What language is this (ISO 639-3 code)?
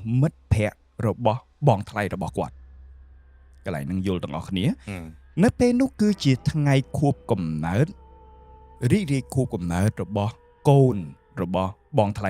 khm